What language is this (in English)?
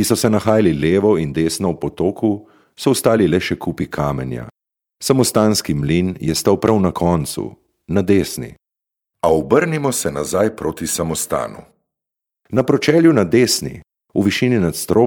Slovenian